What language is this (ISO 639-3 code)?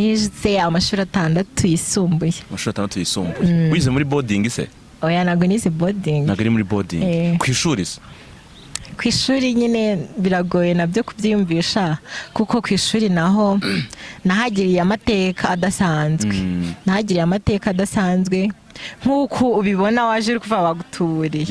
kin